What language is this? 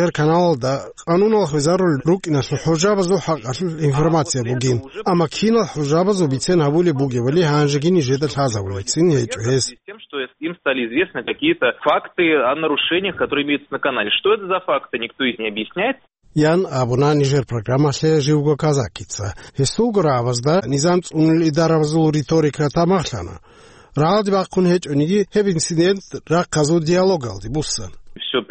Avaric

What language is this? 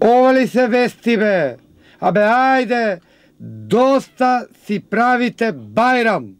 Macedonian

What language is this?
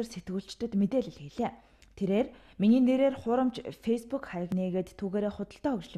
Mongolian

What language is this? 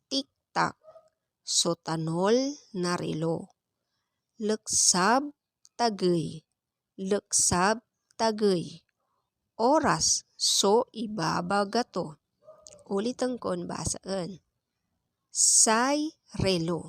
Pangasinan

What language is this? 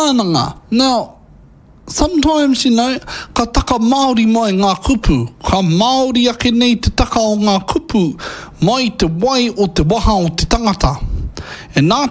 Māori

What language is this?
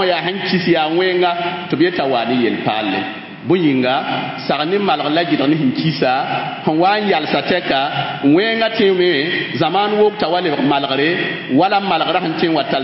Mossi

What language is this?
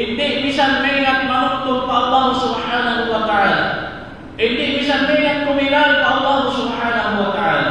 Tausug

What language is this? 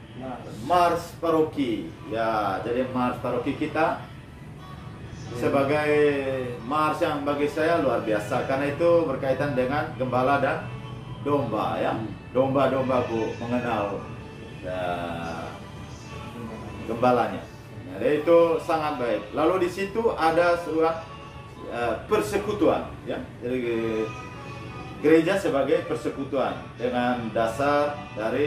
Indonesian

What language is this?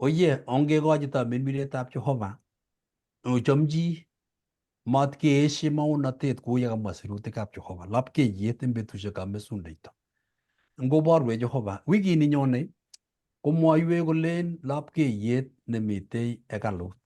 Kalenjin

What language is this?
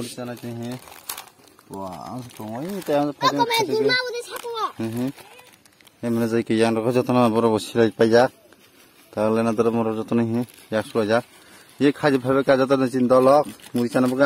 Kok Borok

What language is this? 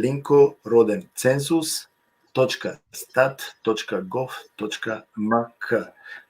Balkan Romani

